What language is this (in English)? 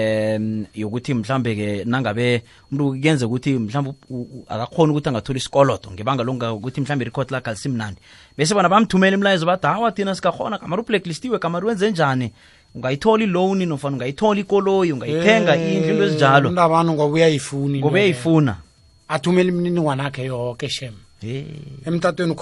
South Ndebele